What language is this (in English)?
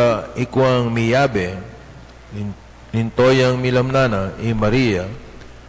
Pampanga